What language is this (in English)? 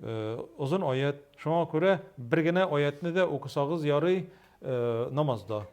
Tatar